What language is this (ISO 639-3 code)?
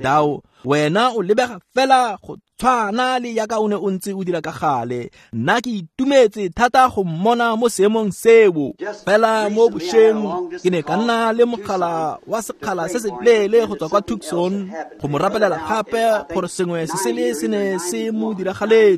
tsn